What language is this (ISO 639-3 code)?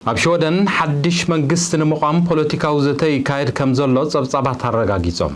tir